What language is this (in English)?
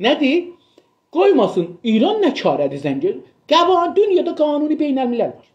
South Azerbaijani